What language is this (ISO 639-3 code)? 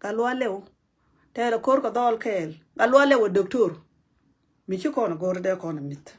nus